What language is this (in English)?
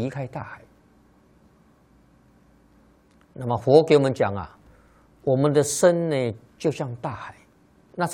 Chinese